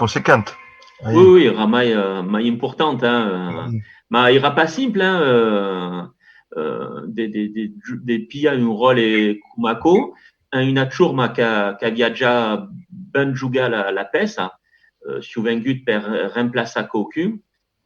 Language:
Occitan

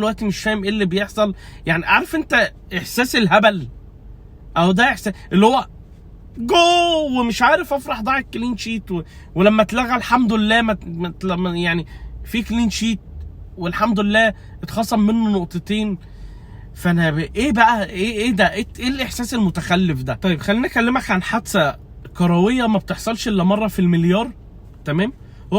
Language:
Egyptian Arabic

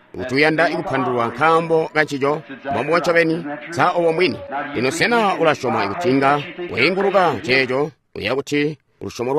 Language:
Tonga (Zambia)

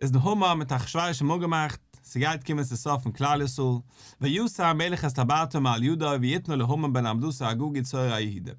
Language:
Yiddish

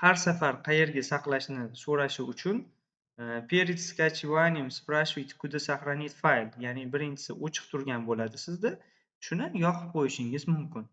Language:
Uzbek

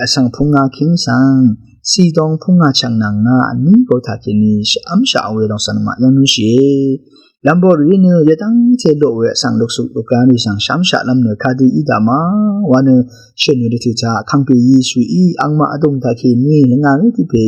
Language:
Rawang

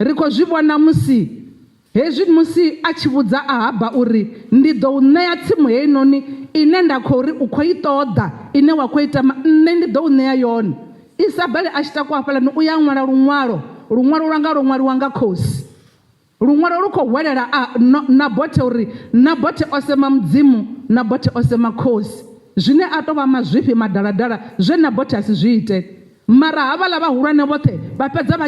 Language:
Venda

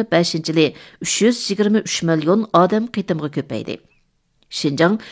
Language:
Uyghur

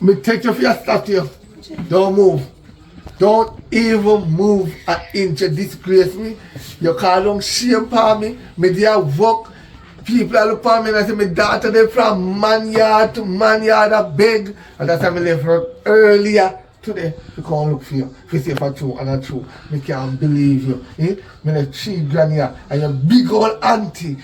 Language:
Jamaican Creole English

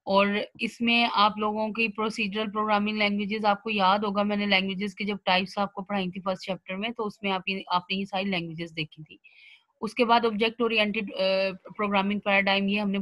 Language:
Hindi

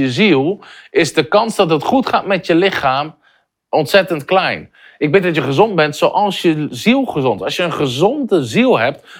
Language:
Dutch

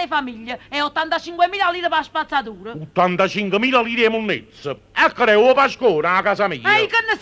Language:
Neapolitan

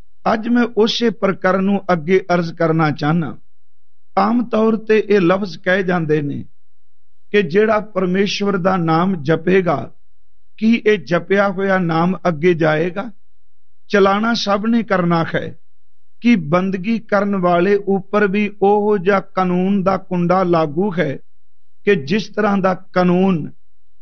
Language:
Punjabi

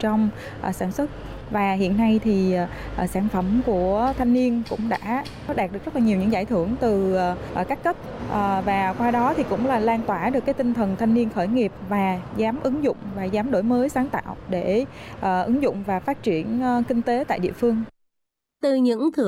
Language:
Vietnamese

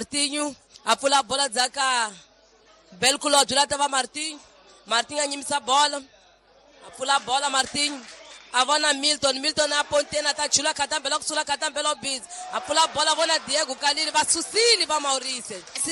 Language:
Tsonga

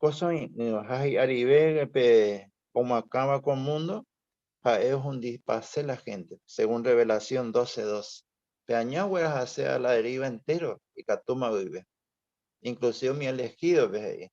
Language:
Guarani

